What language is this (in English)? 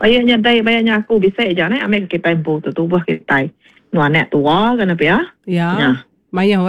Iban